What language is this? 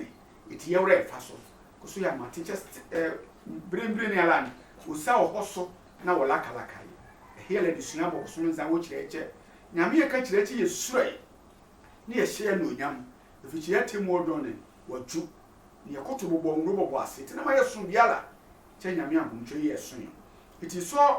Sehwi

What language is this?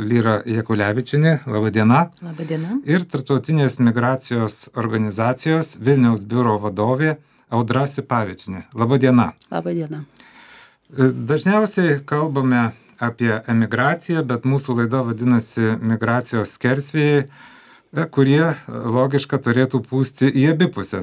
Lithuanian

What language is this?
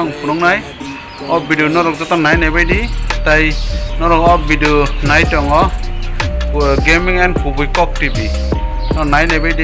Kok Borok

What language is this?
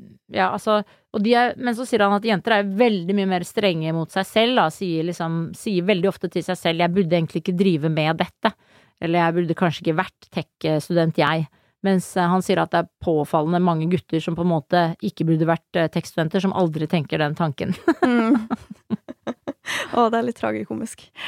Norwegian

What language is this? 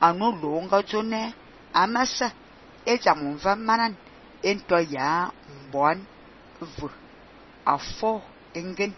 Fang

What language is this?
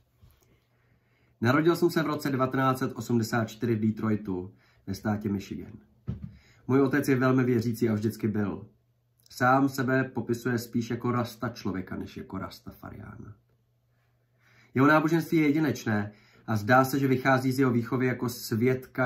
Czech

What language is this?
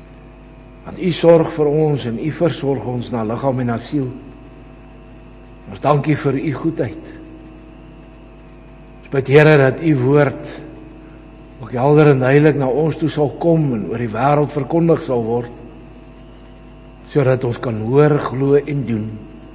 Afrikaans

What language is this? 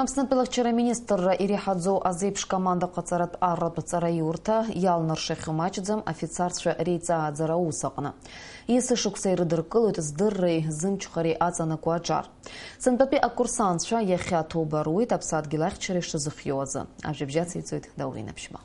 Abkhazian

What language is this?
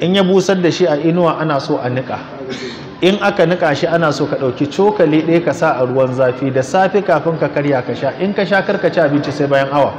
Hausa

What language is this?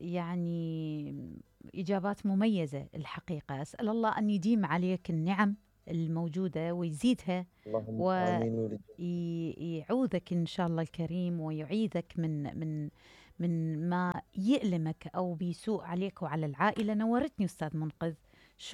Mesopotamian Arabic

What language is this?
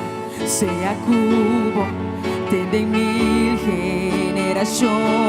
Papiamento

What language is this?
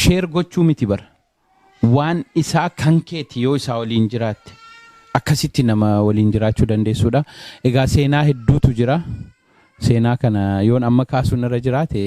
Oromo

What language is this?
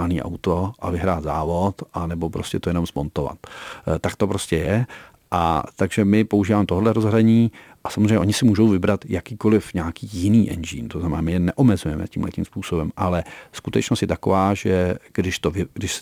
Czech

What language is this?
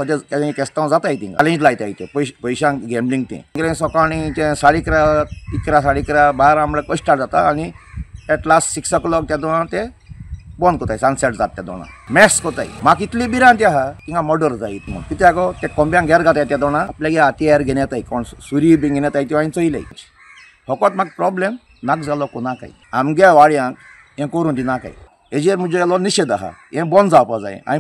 Konkani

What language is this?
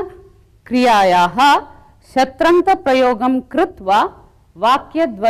Sanskrit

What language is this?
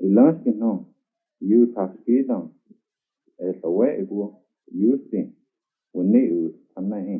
Cherokee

